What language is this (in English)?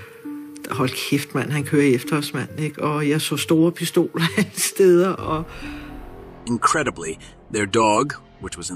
Danish